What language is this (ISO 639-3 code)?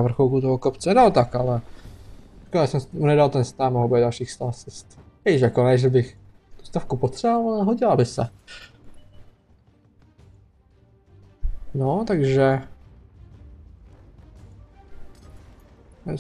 ces